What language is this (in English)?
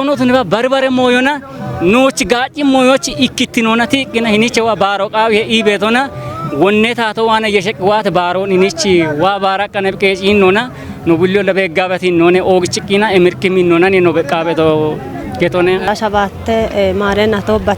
Kafa